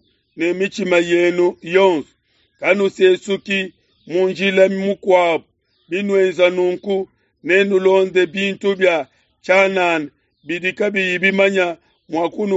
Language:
Luba-Lulua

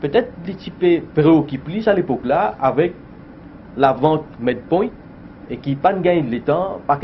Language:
Morisyen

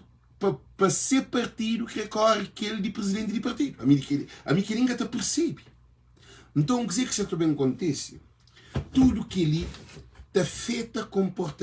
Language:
Kabuverdianu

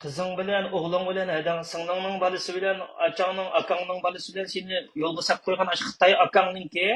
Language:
Uyghur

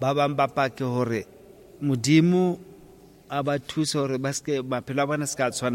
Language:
Southern Sotho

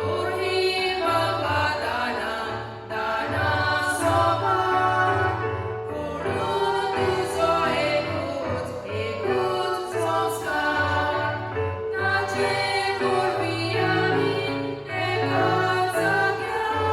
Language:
Konkani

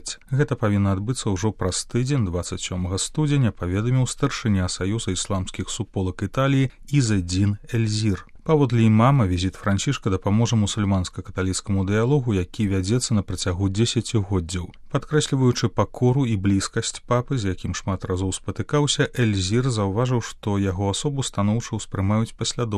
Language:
Belarusian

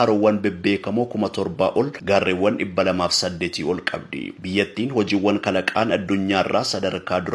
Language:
Oromo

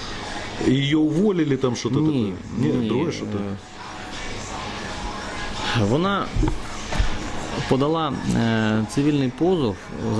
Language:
Ukrainian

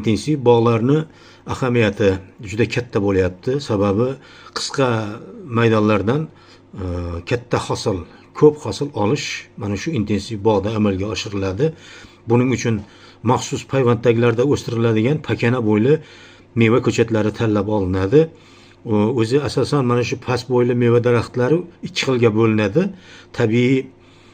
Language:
Uzbek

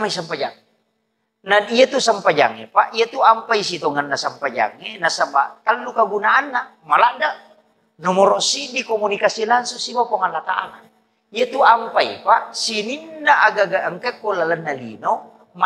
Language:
Buginese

